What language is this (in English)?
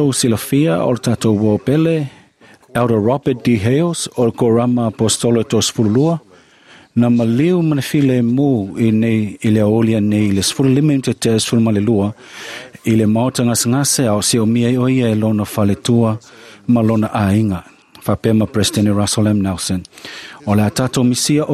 Samoan